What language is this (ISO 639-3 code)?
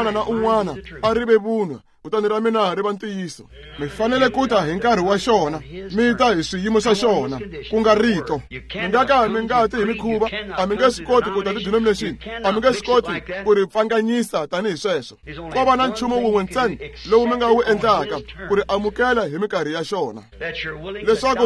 tso